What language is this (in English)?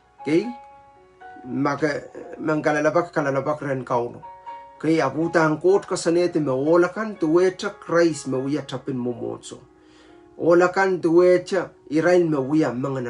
Pohnpeian